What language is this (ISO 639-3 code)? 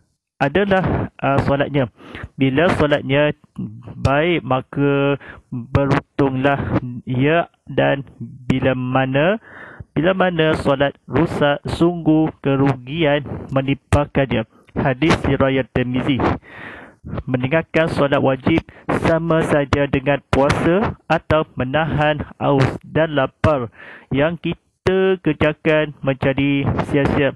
msa